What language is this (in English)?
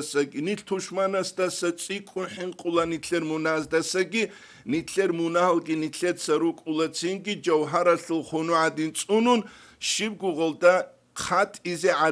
Avaric